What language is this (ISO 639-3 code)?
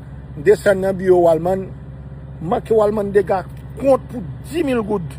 hat